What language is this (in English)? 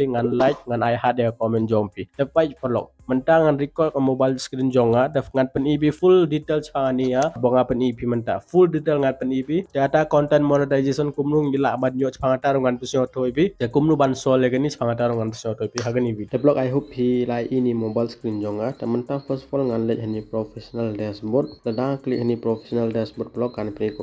Khasi